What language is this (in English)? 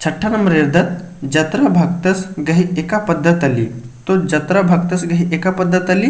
Kurukh